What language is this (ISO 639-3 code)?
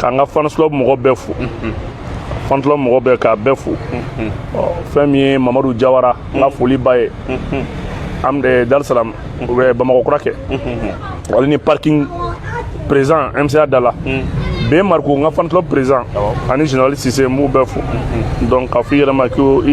bam